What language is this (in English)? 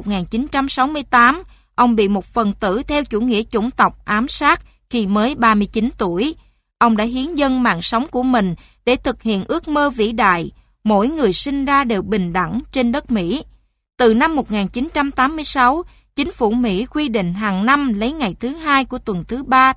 Vietnamese